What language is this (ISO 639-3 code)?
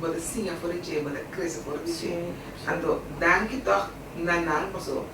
pap